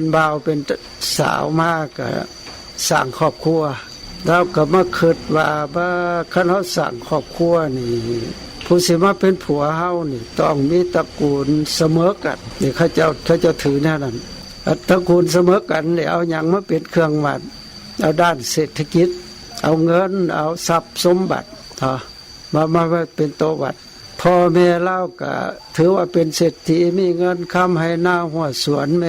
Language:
Lao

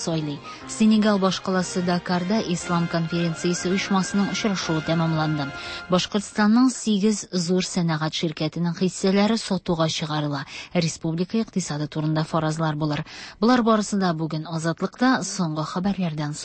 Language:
Tatar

